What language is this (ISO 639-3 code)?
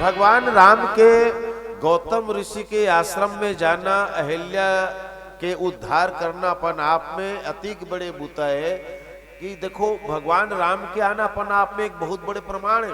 hne